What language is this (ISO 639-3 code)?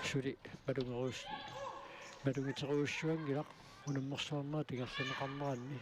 kal